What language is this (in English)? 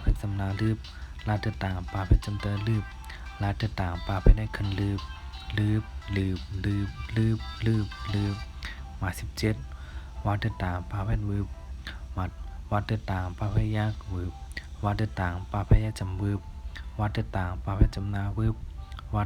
Shan